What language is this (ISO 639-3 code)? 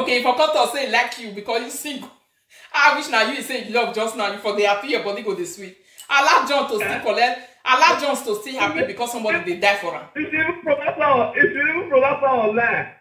pcm